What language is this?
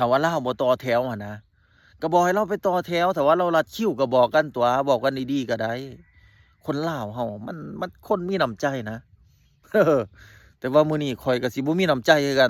Lao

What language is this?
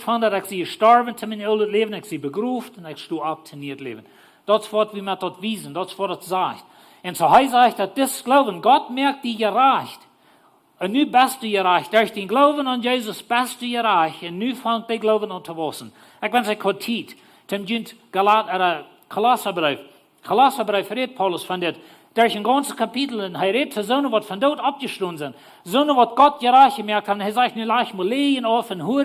Plautdietsch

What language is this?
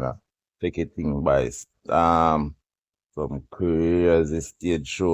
Jamaican Creole English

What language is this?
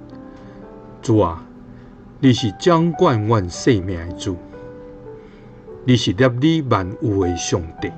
Min Nan Chinese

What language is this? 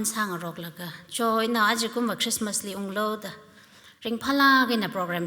Tangkhul Naga (India)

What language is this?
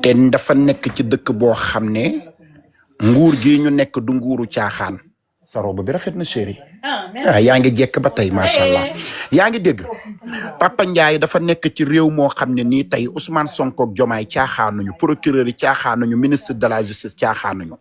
Wolof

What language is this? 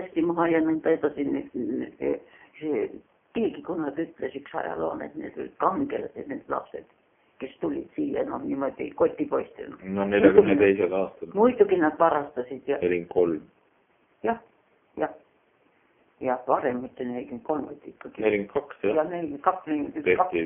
Estonian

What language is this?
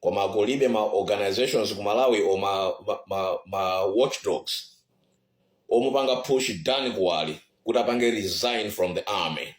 Nyanja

